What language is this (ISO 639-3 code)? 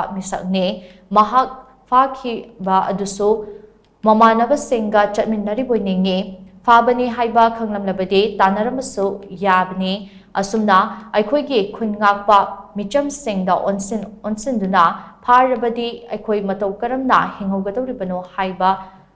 mni